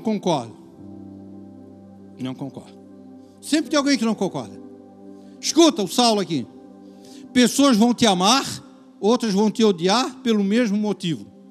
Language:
Portuguese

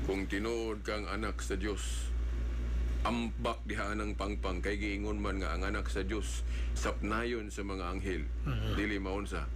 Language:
Cebuano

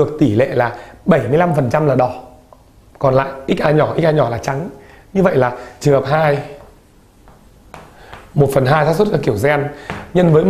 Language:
Vietnamese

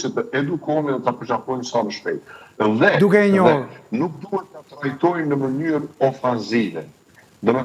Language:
Albanian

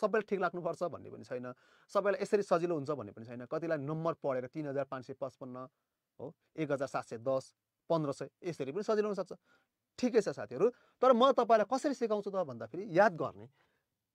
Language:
Nepali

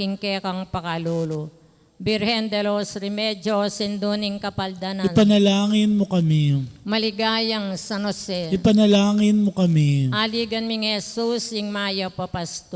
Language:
Pampanga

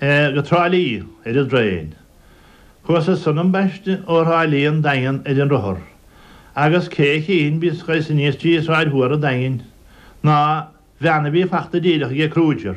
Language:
Irish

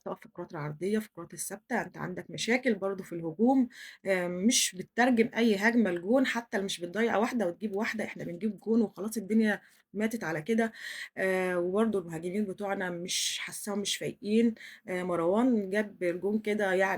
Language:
Egyptian Arabic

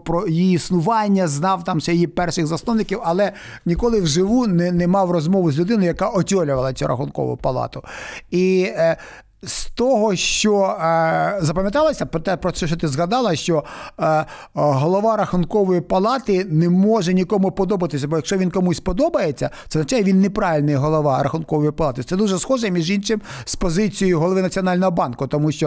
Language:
Ukrainian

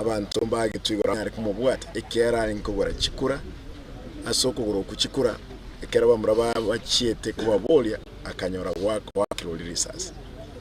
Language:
Gusii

